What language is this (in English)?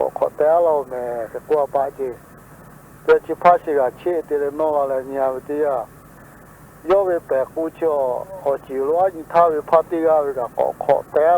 Lahu